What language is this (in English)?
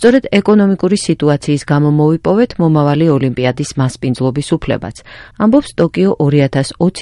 Georgian